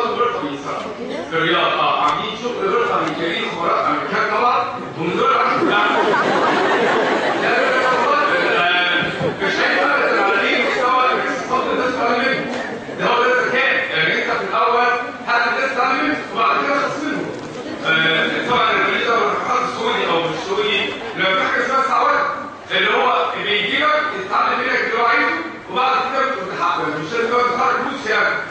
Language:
Egyptian Arabic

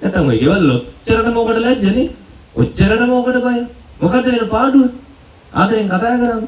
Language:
Sinhala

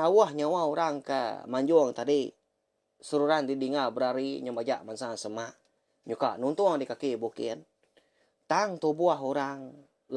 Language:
Iban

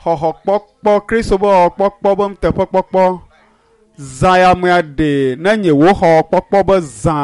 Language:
Ewe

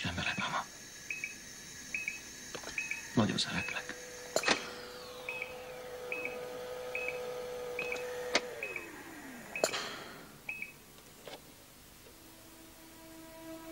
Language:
Hungarian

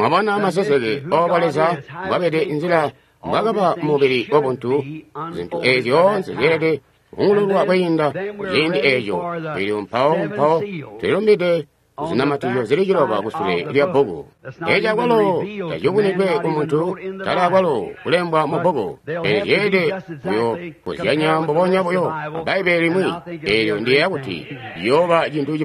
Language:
Tonga (Zambia)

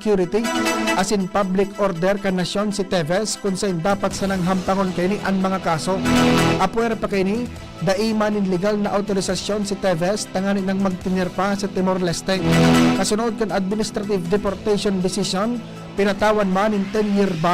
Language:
Bikol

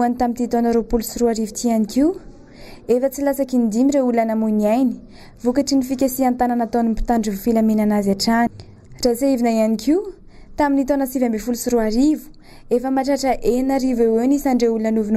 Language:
Malagasy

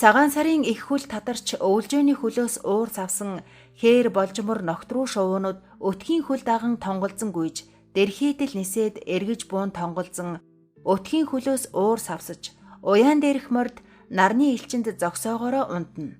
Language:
Mongolian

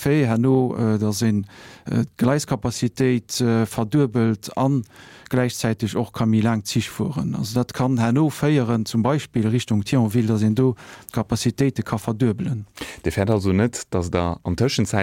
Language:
Luxembourgish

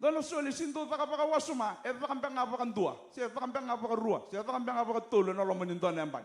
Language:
Fijian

